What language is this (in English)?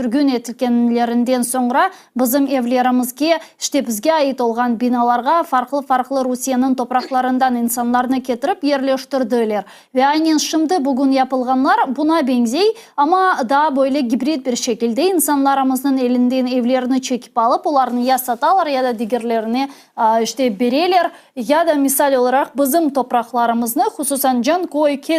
Crimean Tatar